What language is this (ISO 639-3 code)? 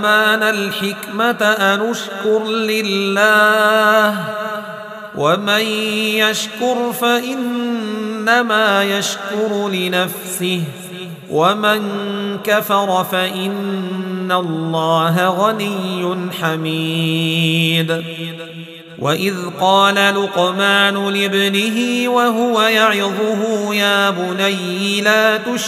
ara